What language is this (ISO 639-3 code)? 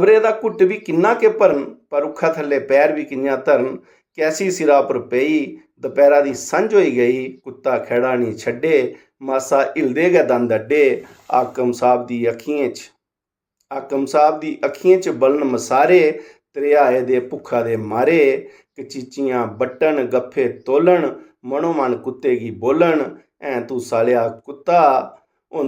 doi